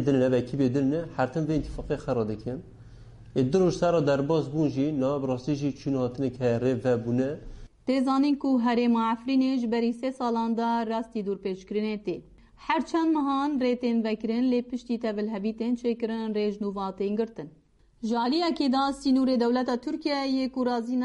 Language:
Kurdish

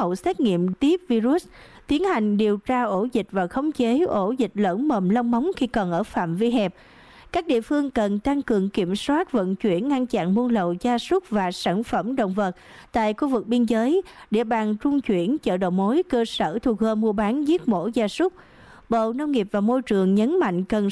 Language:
Vietnamese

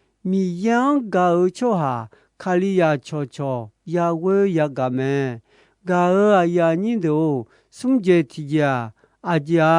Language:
Akha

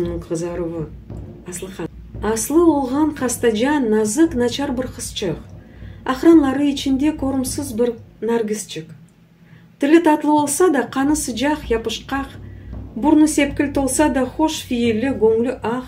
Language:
Crimean Tatar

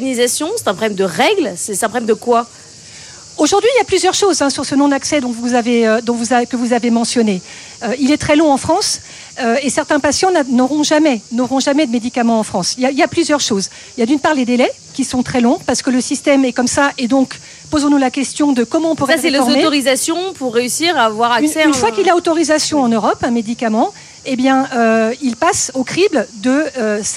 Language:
French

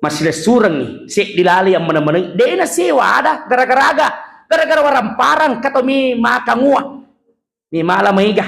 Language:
Buginese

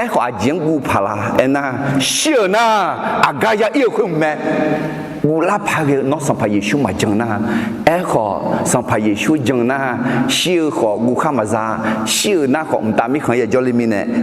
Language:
Akha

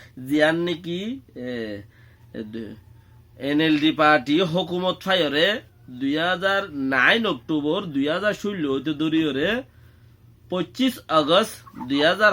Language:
Rohingya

